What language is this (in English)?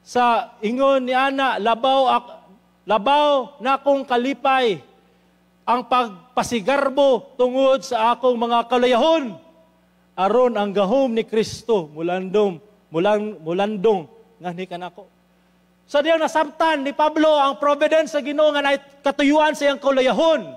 Cebuano